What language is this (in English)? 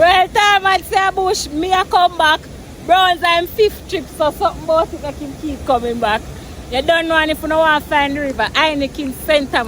Jamaican Creole English